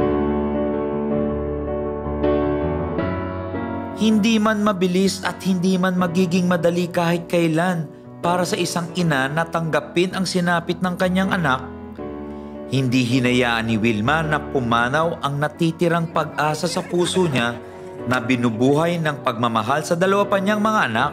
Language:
Filipino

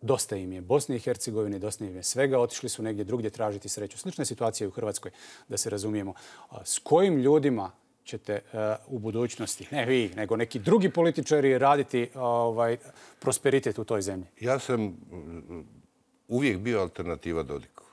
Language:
Bosnian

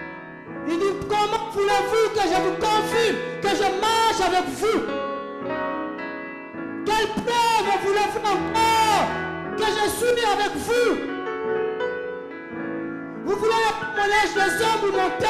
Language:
French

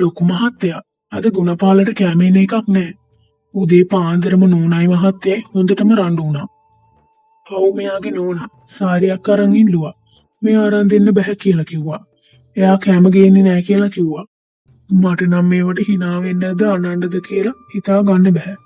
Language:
Sinhala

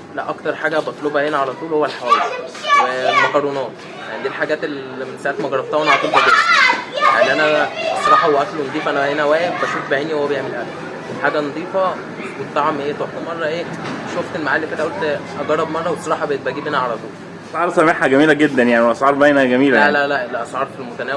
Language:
Egyptian Arabic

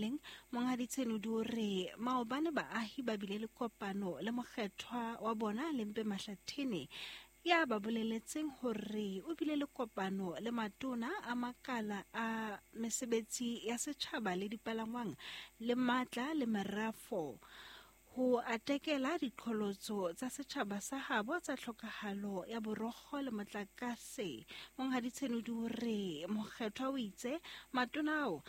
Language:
Southern Sotho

